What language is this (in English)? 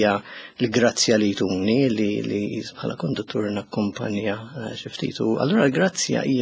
Maltese